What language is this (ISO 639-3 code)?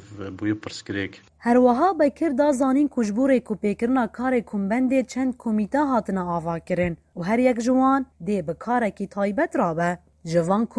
kur